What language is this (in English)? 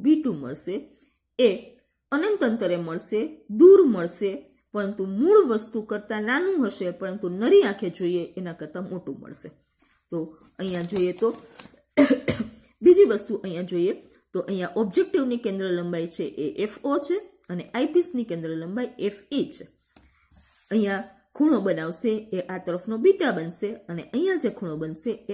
Gujarati